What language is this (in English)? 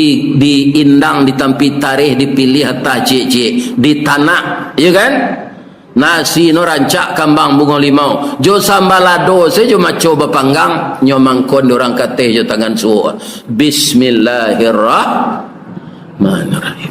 Minangkabau